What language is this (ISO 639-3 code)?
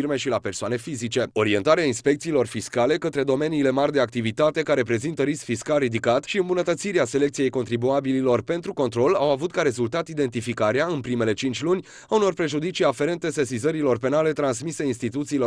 ron